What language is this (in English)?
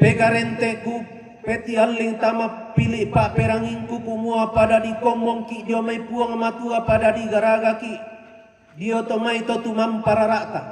Toraja-Sa'dan